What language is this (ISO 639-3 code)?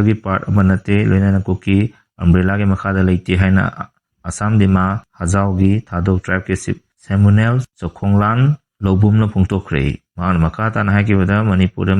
mni